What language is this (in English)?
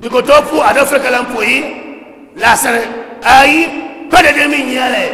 Dagbani